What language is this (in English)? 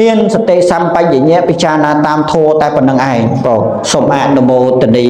Khmer